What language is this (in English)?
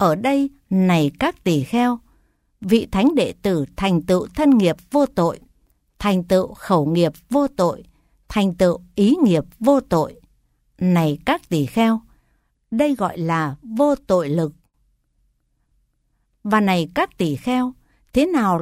Vietnamese